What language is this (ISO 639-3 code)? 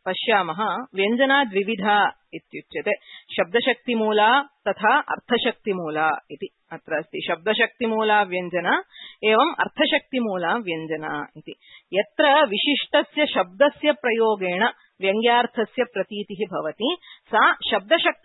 san